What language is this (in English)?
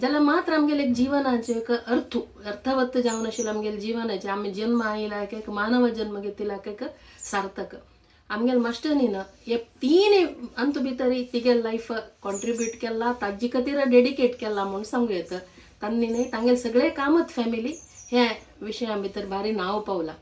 Konkani